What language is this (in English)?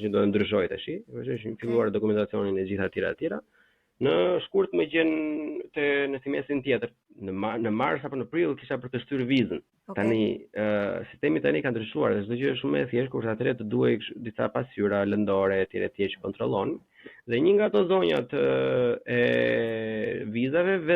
Albanian